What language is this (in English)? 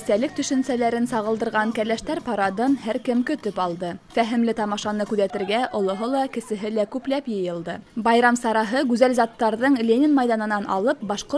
Bashkir